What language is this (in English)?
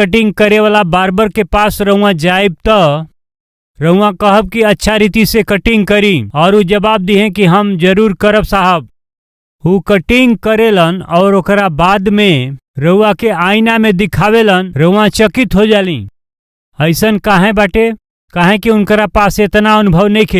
Bhojpuri